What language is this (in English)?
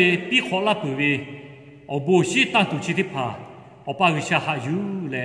Lahu